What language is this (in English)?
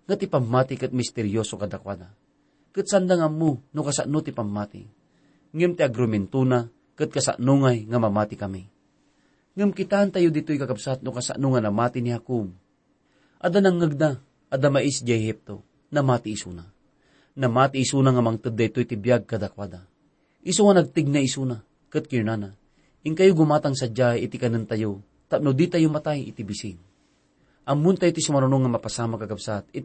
Iloko